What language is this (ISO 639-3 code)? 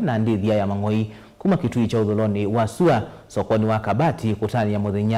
kam